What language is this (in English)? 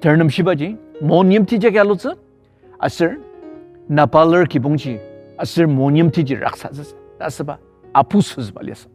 Ao Naga